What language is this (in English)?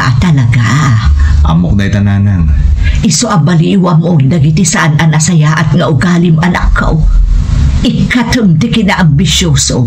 Iloko